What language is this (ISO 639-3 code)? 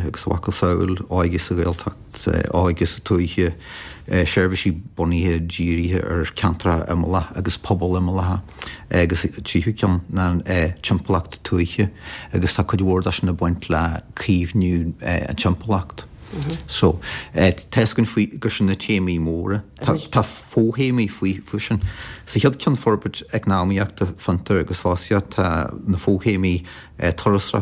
gle